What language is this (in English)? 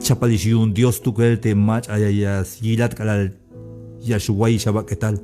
Tzeltal